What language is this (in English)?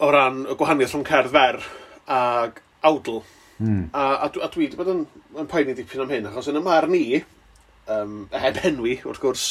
Welsh